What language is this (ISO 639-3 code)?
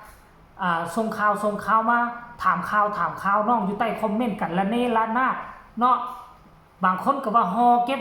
tts